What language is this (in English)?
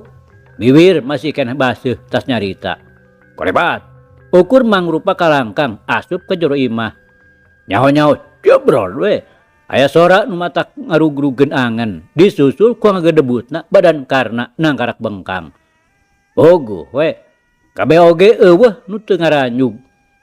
Sundanese